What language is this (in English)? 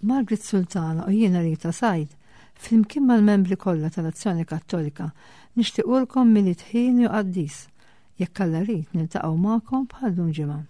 Maltese